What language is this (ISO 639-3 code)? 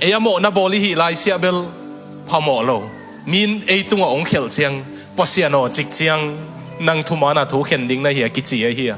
ctd